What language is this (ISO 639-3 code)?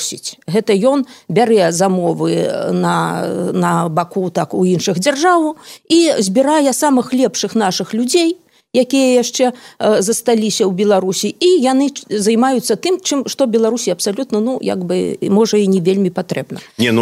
bel